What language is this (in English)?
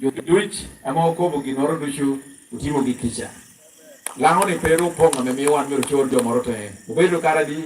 Lango (Uganda)